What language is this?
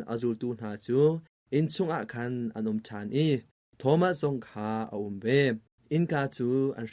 Hakha Chin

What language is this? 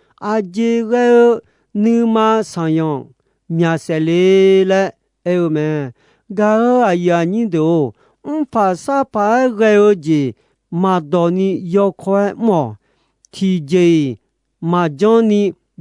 Akha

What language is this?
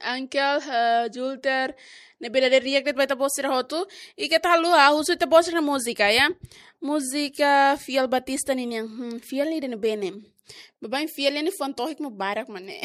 Tetum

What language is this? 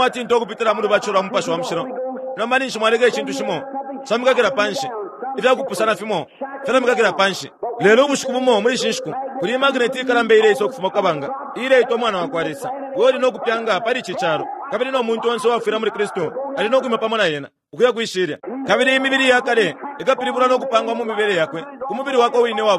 Bemba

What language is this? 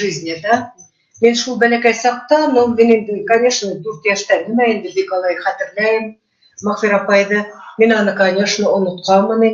Bashkir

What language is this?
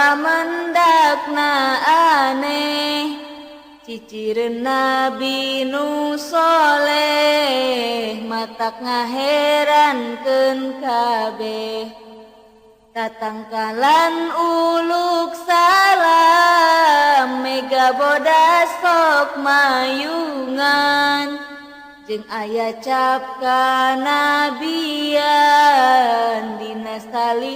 Sundanese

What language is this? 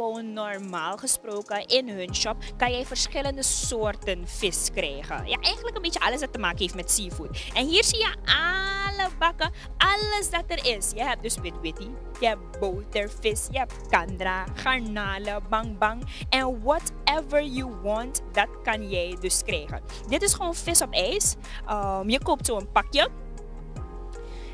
Dutch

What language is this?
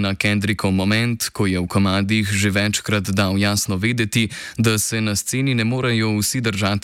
Slovenian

